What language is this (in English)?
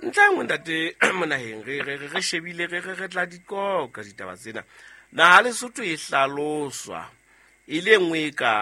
Southern Sotho